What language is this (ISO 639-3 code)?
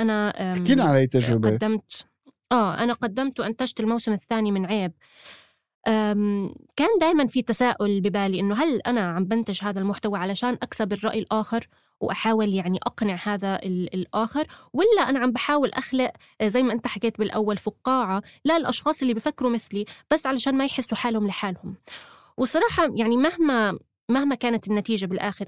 apc